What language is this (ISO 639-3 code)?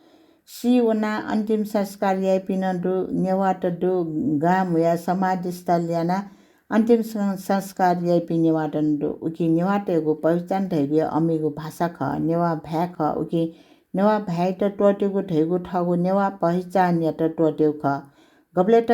new